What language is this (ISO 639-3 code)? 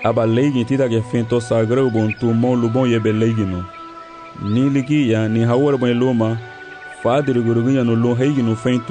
cab